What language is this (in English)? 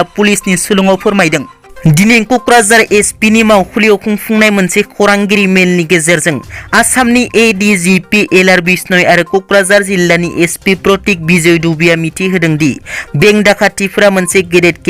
Bodo